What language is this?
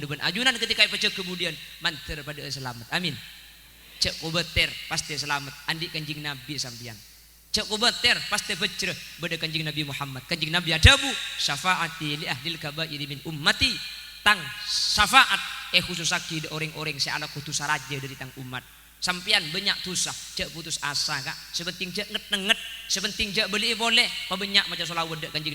Madurese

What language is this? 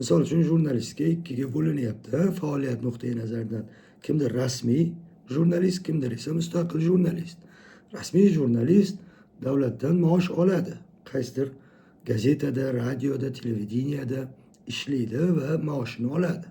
Uzbek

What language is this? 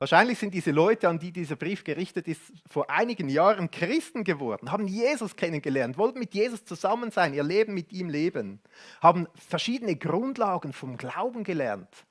Swiss German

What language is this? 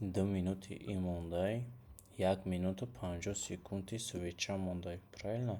Tajik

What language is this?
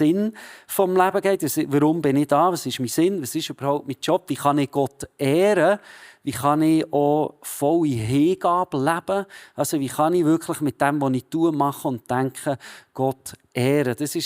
Swiss German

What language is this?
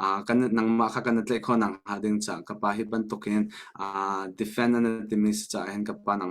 Hakha Chin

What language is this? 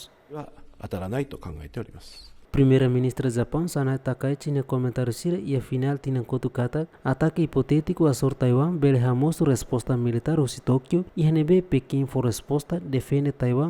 Tetum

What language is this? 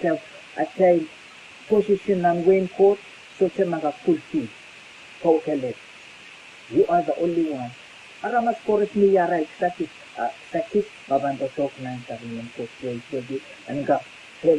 Pohnpeian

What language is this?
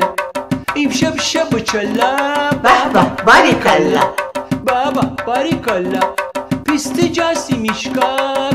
Gilaki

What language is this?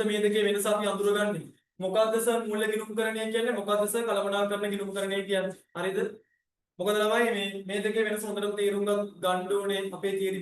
Sinhala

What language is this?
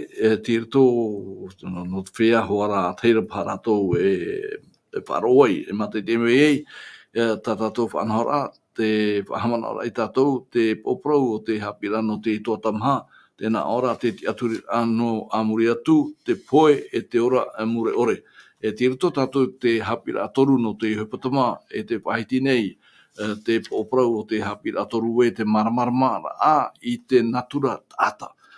Tahitian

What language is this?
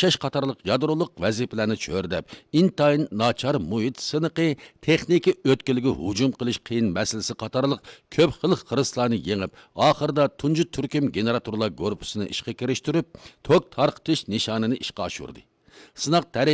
Uyghur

